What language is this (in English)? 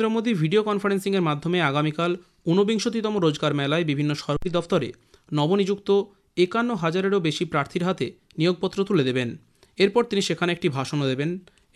Bangla